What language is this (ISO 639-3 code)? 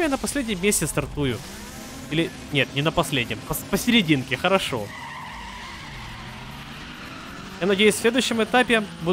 rus